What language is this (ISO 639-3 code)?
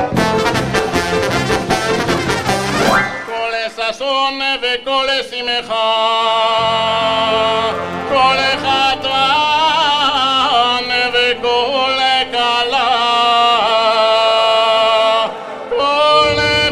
heb